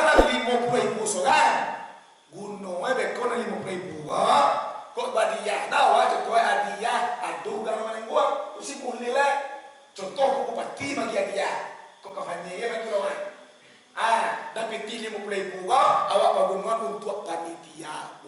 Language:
Minangkabau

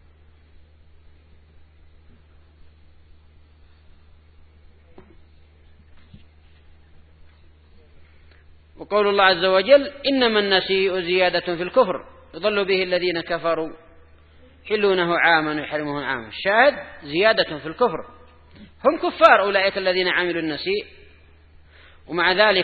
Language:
Arabic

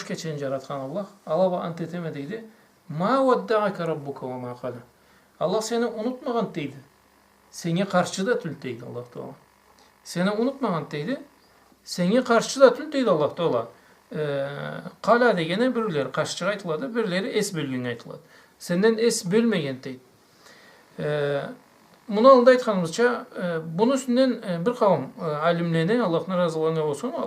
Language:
Karachay-Balkar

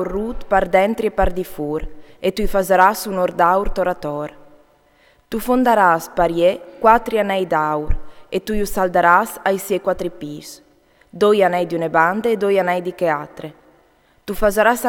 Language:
Friulian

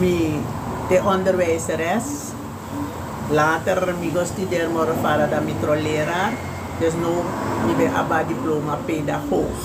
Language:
Sranan Tongo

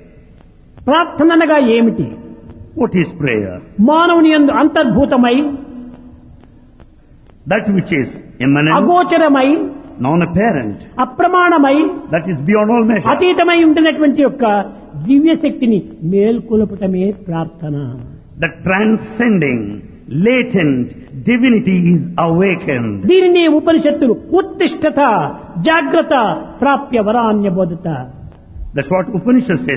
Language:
Telugu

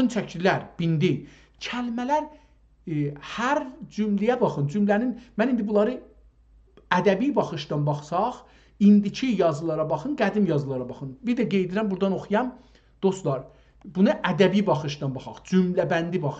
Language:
South Azerbaijani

